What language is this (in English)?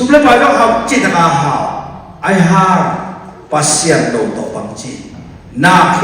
Tedim Chin